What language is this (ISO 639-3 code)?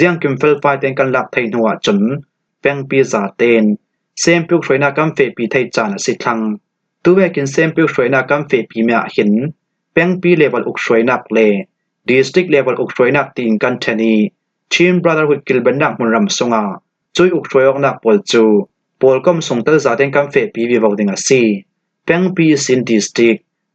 cfm